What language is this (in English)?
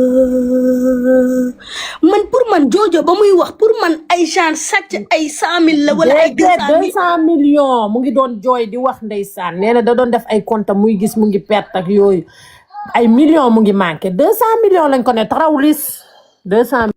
Wolof